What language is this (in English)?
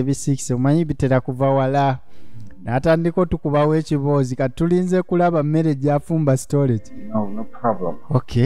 Ganda